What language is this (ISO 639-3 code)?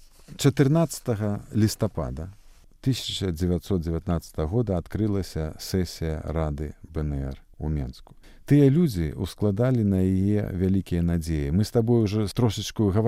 bel